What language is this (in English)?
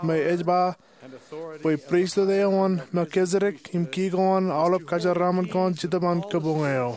Marshallese